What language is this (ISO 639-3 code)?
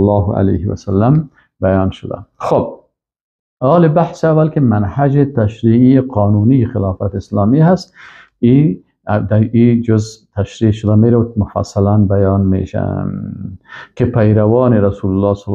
fas